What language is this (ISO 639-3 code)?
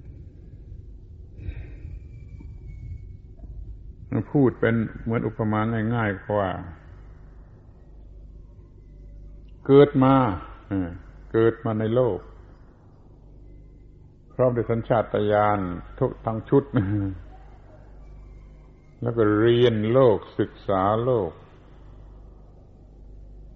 tha